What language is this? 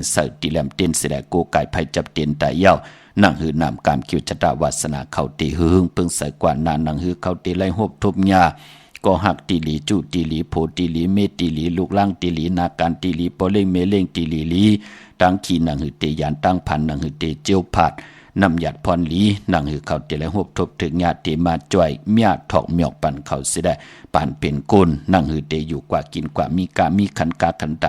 Shan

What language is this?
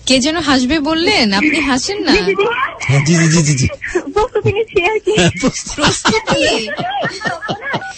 Bangla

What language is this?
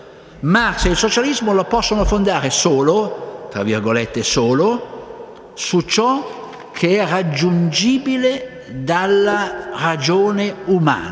Italian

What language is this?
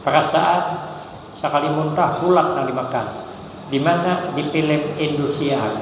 Banjar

